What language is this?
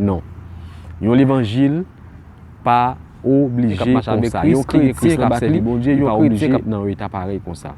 Haitian Creole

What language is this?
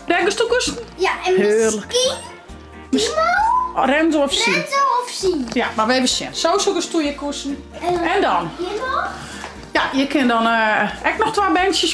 Western Frisian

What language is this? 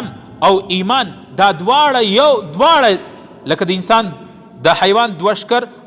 Pashto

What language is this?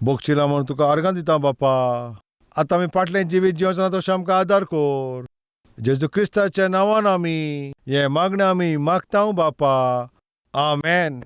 Konkani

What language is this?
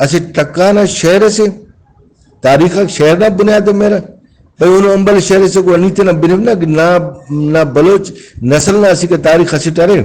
Brahui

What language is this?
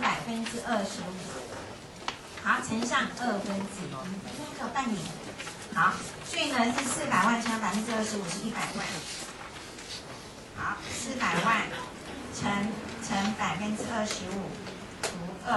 Chinese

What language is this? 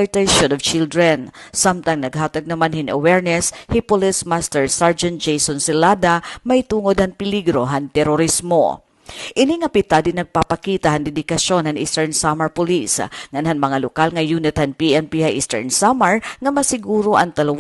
Waray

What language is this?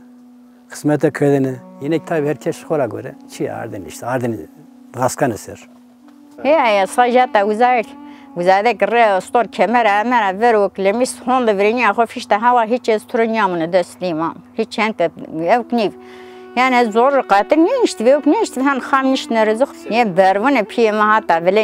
Zaza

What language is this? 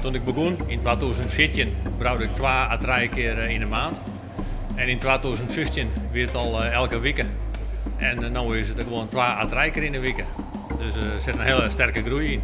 Western Frisian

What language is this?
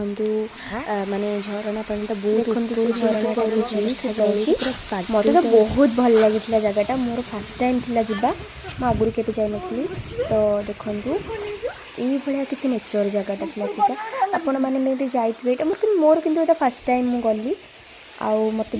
Odia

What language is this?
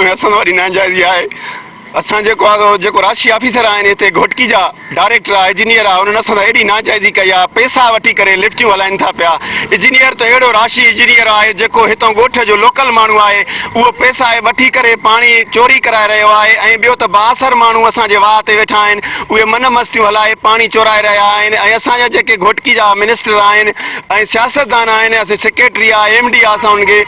Sindhi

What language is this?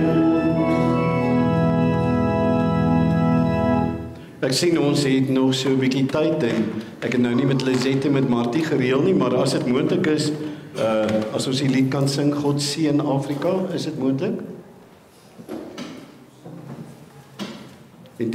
Afrikaans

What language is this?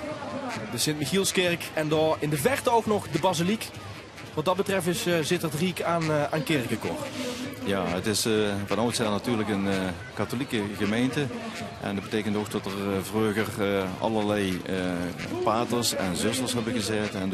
Limburgish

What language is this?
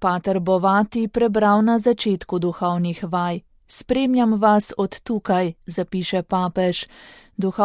Slovenian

